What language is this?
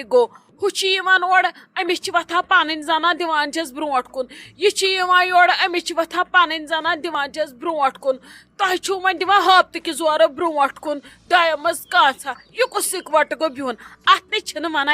Kashmiri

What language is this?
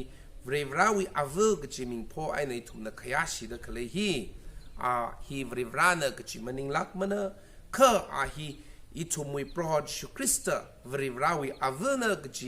Tangkhul Naga (India)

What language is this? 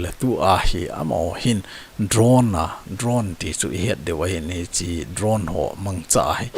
Thado Chin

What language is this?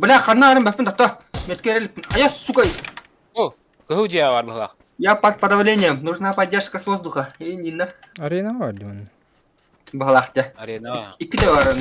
Yakut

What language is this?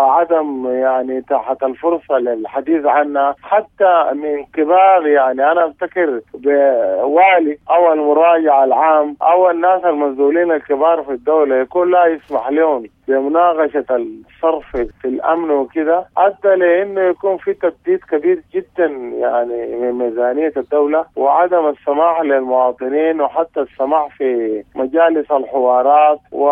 Sudanese Arabic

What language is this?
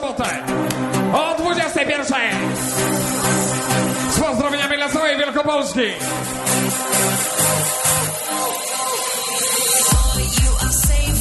Polish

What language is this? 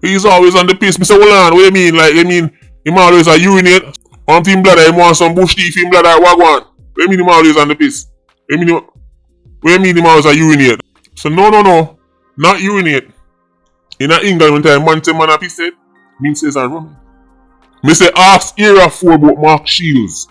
Jamaican Creole English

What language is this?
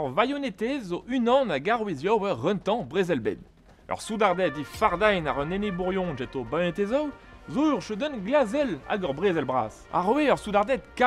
Breton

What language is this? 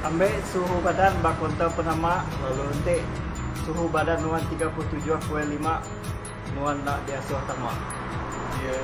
Iban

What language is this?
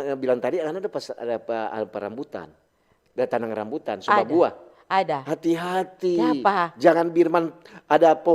Manado Malay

